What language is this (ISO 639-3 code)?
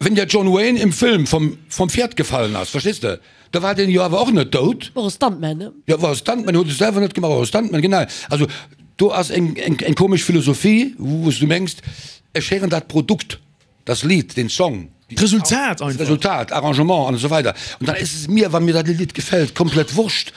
ltz